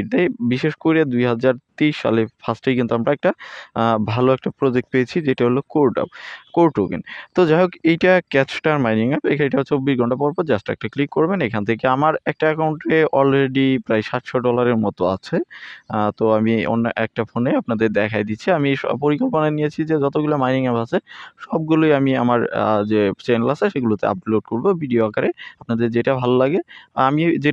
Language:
Bangla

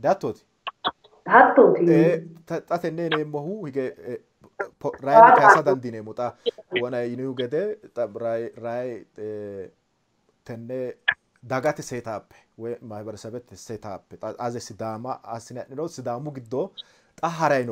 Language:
Sidamo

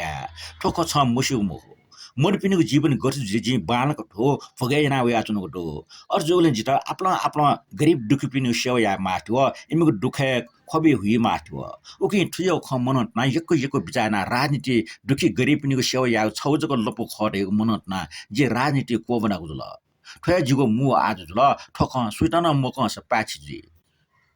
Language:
Newari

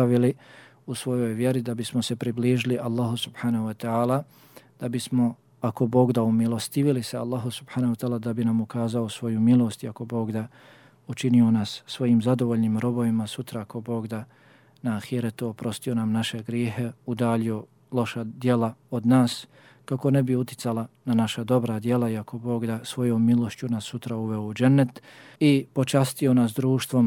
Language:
Bosnian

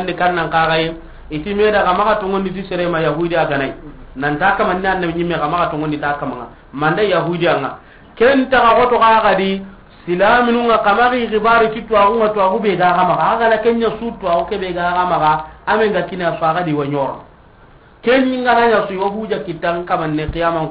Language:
Soninke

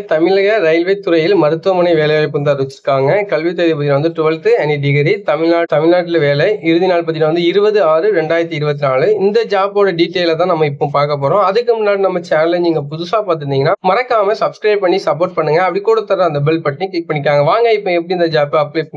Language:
Tamil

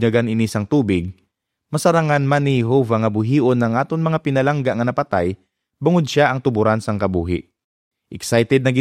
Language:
Hiligaynon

